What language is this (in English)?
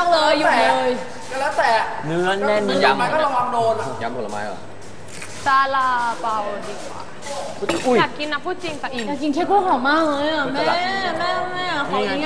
Thai